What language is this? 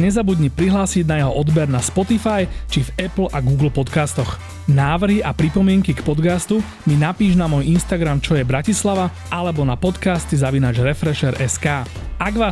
Slovak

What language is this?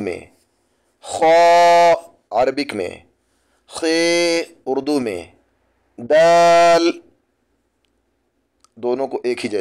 Urdu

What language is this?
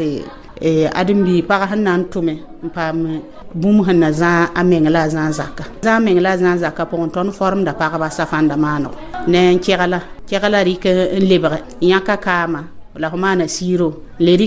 Mossi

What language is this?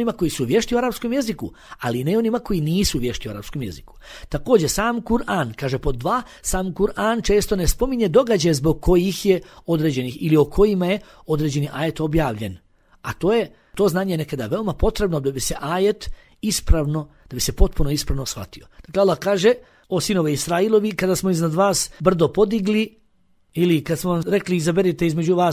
Bosnian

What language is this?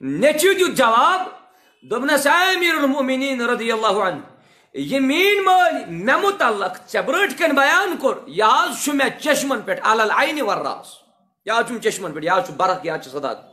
Kashmiri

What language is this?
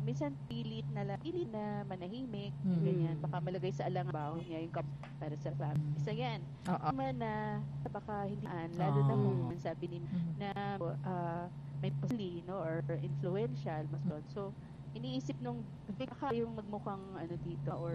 Filipino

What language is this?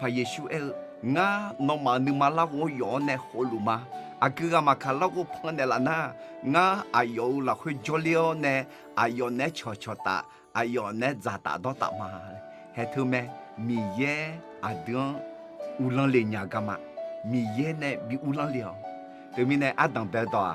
Akha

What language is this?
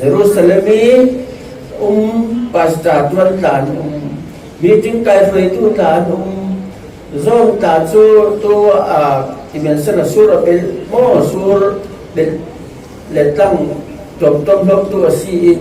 Falam Chin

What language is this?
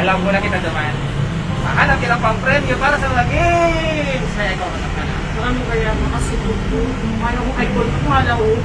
Bikol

